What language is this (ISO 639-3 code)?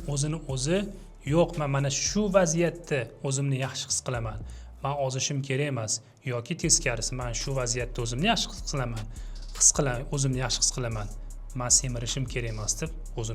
uzb